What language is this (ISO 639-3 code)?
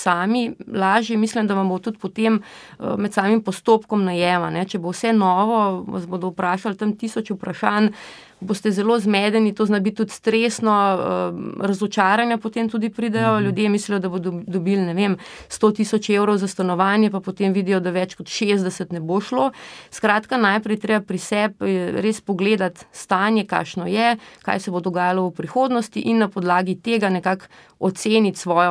slv